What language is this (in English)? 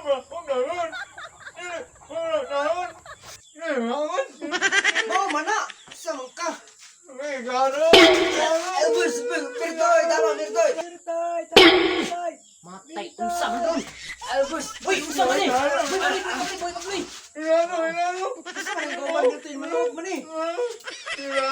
Cebuano